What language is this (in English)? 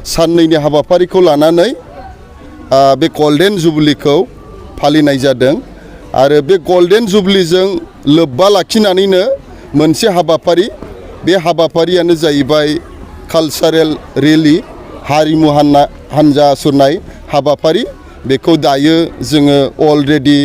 Bodo